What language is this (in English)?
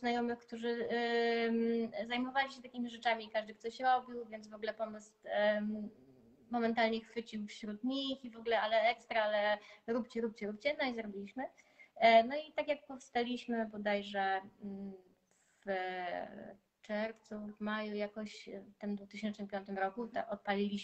Polish